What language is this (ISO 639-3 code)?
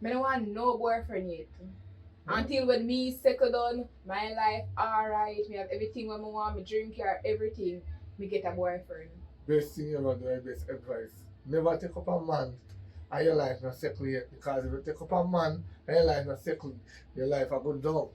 jam